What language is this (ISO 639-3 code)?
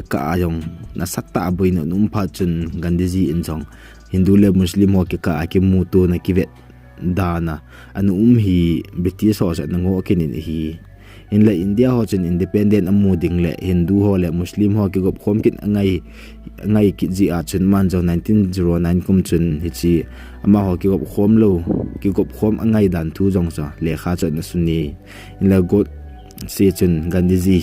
tcz